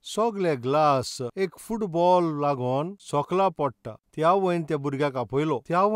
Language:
Konkani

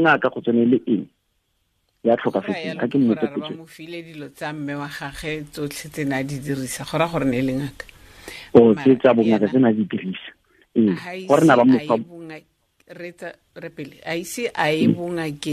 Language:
Tswana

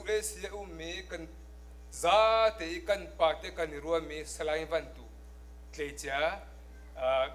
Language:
Hakha Chin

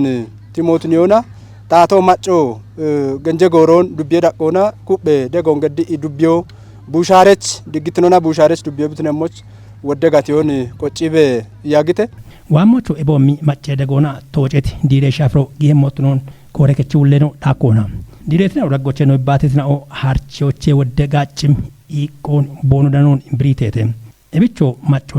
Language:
Kafa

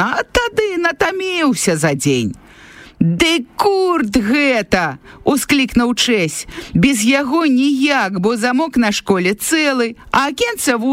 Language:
Belarusian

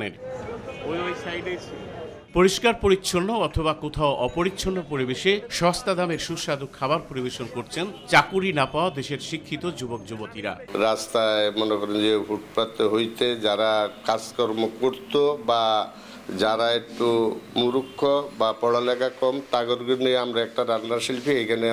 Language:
Bangla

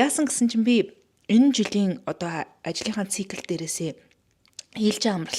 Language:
Mongolian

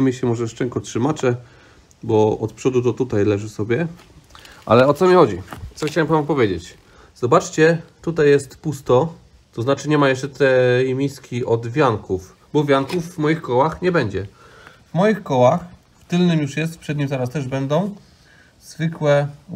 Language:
Polish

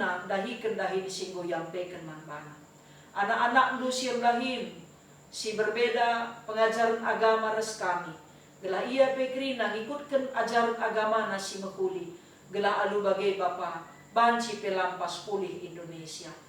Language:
Batak Karo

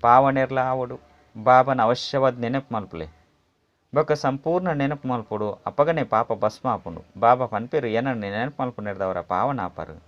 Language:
Tulu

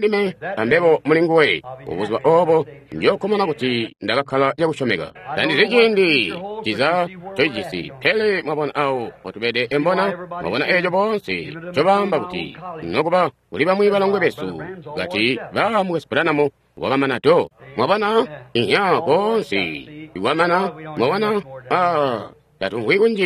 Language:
Tonga (Zambia)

